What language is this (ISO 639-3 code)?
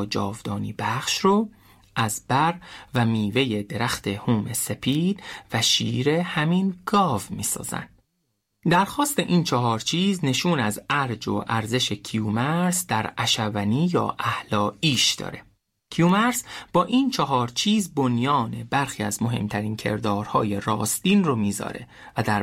fas